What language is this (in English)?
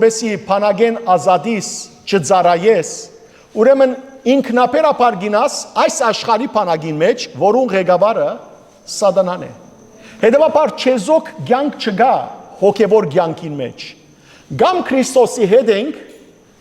Western Armenian